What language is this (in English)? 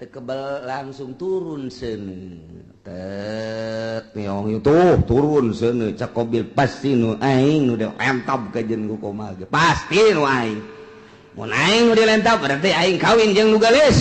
Sundanese